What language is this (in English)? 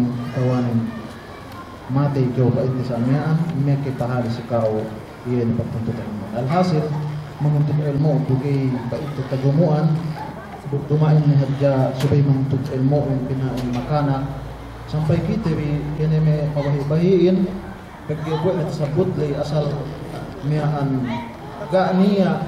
Yakan